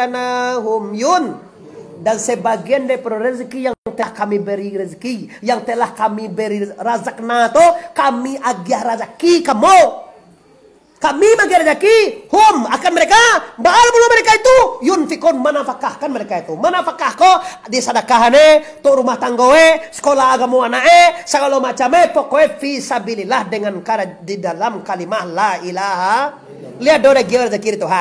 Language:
Minangkabau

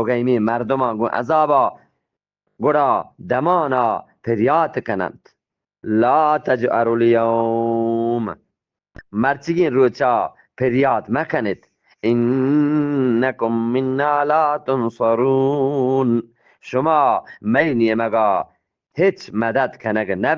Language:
Eastern Balochi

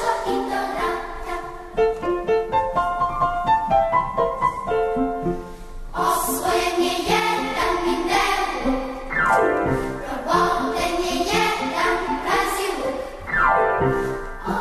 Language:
Serbian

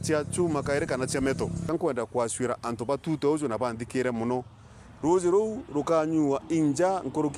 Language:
Meru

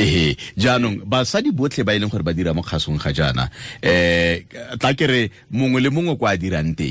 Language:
Tswana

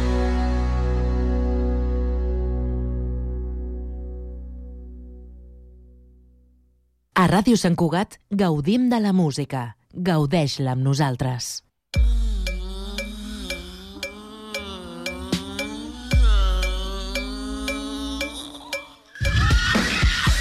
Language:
Catalan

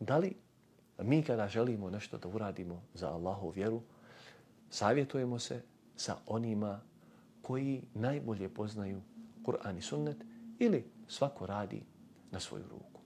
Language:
Bosnian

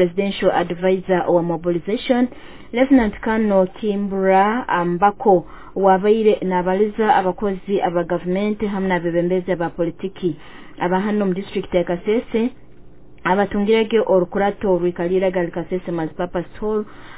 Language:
Nyoro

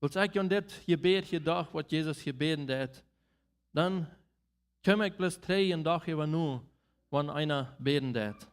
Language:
Plautdietsch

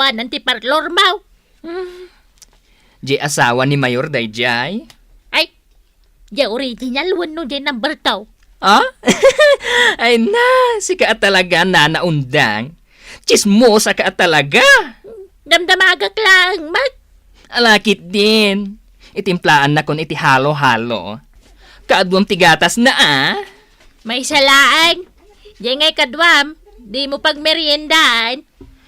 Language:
Iloko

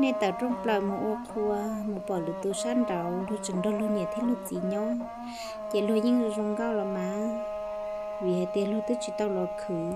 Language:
Hmong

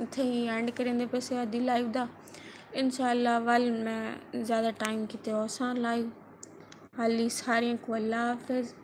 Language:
Saraiki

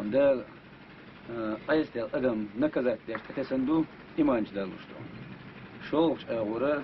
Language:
Chechen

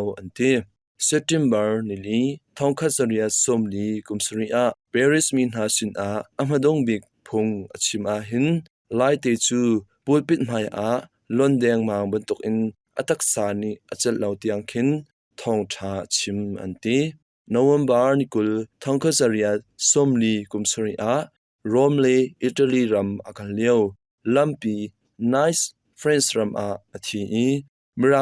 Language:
Hakha Chin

